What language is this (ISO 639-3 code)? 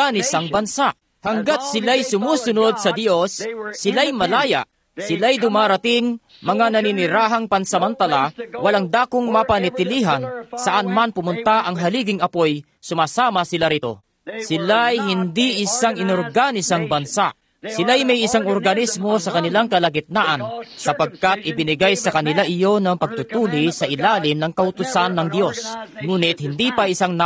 fil